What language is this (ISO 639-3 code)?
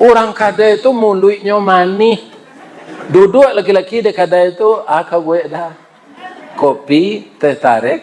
min